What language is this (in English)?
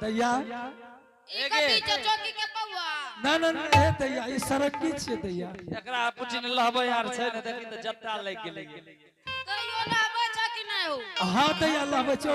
Angika